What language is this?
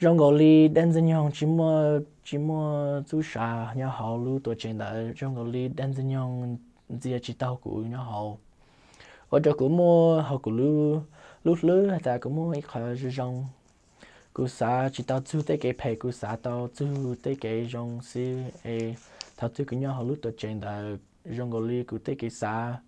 Hmong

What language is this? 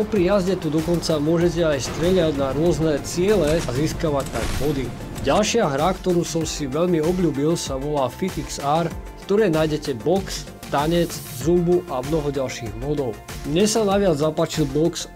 Slovak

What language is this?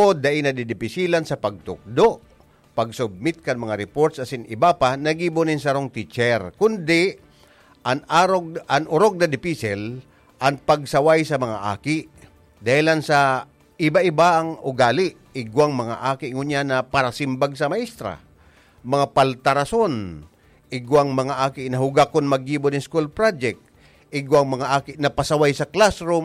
Bikol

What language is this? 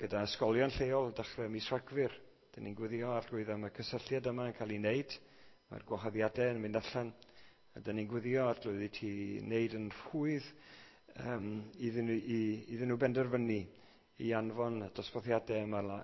Welsh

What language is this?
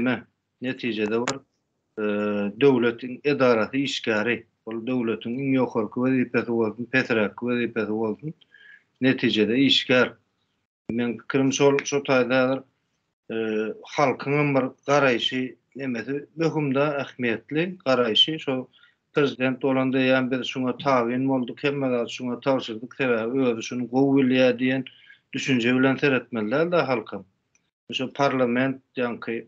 Turkmen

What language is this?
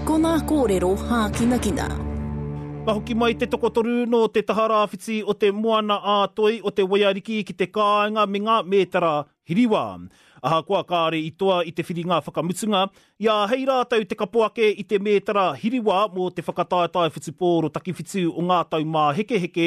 Māori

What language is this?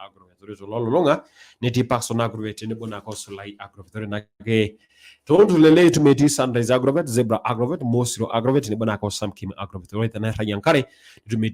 Masai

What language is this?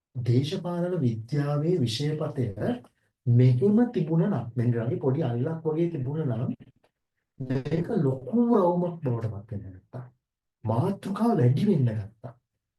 Sinhala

